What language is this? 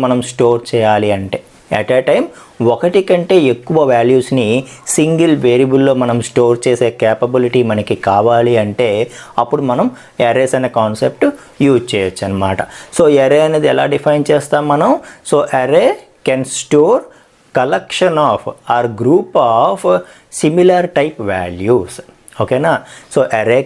Telugu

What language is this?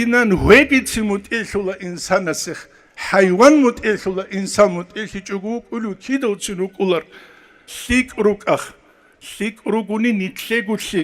Avaric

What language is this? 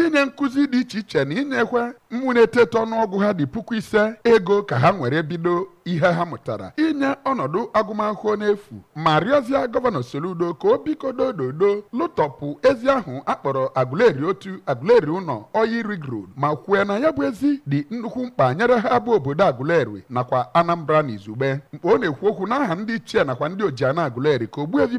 Igbo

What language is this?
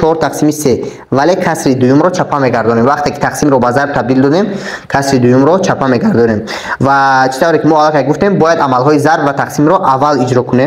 Tajik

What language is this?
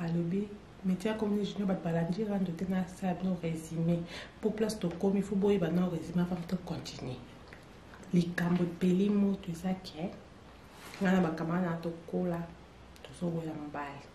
Lingala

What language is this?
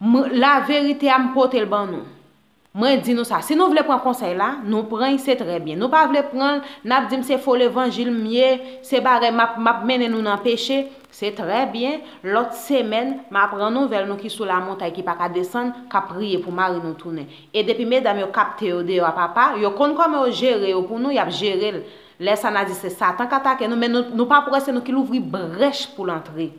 Haitian Creole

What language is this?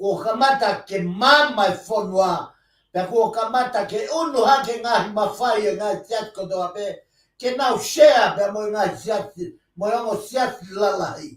Tongan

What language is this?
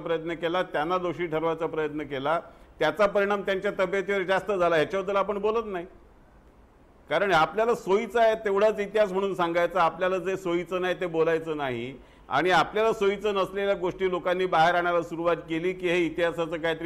Marathi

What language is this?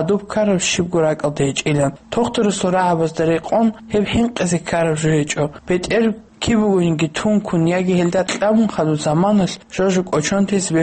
Avaric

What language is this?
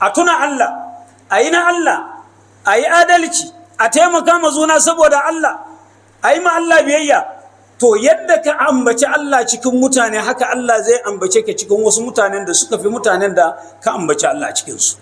Hausa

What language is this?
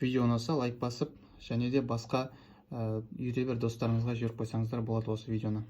Kazakh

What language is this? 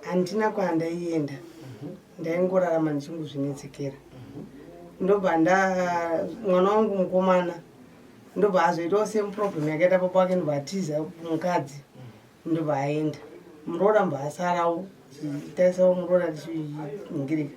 Shona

